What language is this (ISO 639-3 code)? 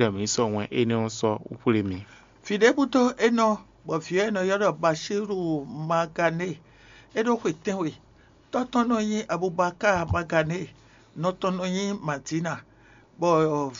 fon